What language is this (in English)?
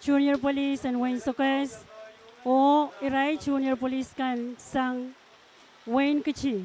Pohnpeian